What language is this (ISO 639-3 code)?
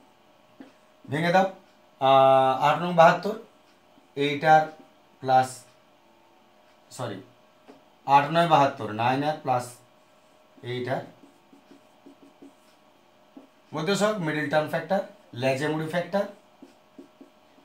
ben